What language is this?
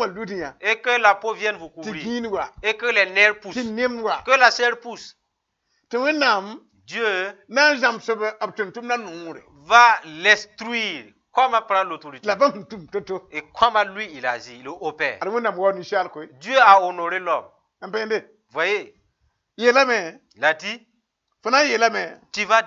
Mossi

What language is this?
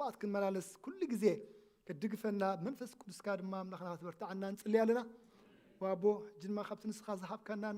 Tigrinya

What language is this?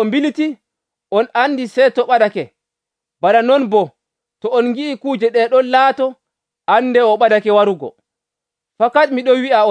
Nigerian Fulfulde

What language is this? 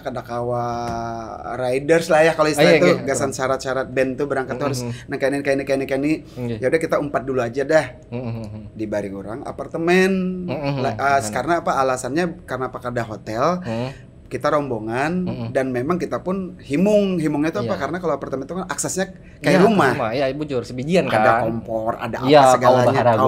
Banjar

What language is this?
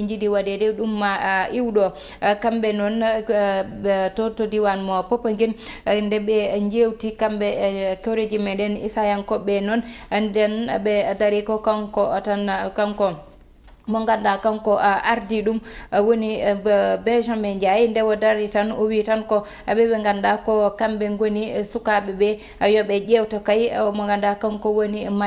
Fula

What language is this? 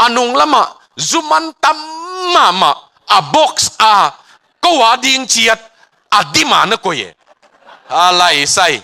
Tedim Chin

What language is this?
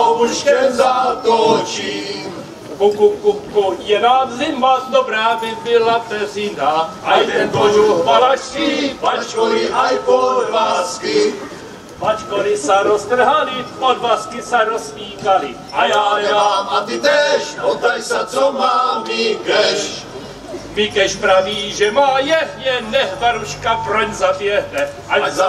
Czech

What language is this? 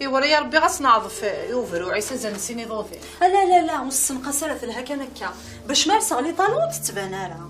Kabyle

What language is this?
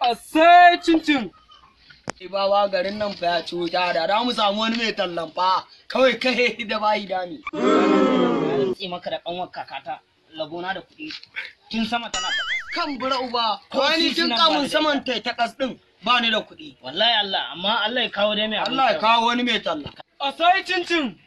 Hausa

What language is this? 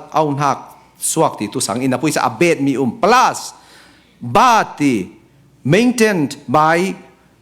Falam Chin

